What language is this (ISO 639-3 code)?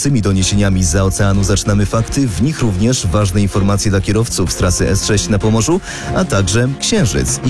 pol